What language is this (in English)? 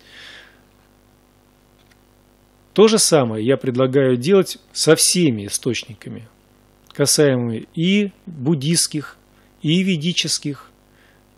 Russian